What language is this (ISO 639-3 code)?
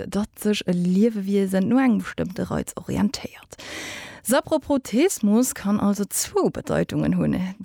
ltz